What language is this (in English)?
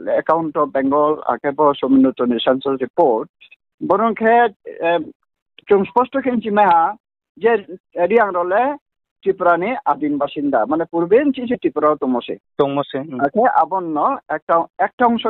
Riang (India)